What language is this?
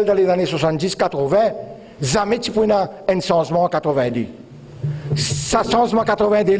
Morisyen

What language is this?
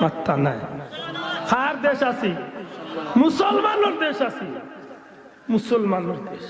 Sylheti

